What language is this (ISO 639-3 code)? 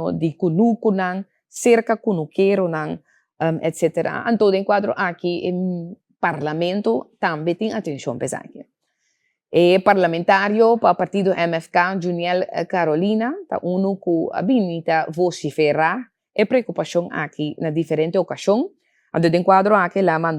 pap